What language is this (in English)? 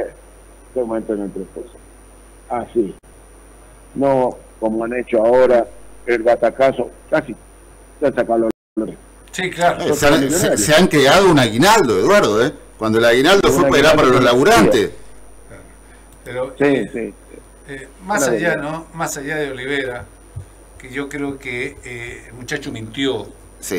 Spanish